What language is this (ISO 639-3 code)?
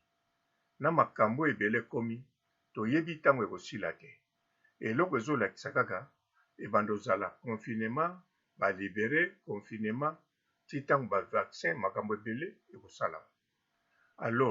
lin